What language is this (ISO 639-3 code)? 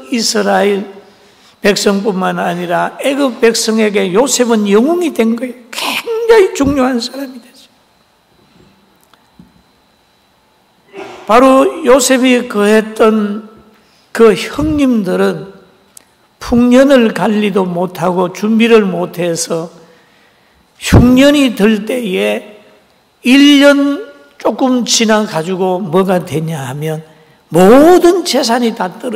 kor